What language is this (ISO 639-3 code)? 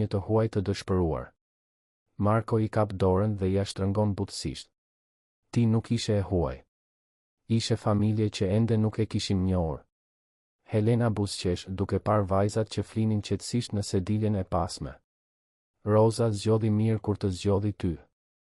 sqi